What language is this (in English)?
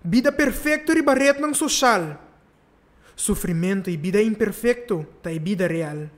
Papiamento